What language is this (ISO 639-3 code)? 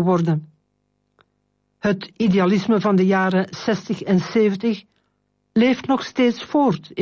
nld